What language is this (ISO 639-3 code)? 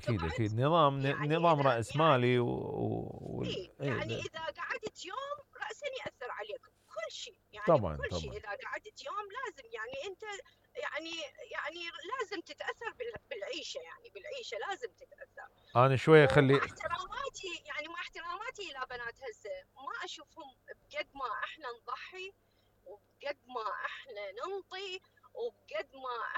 acm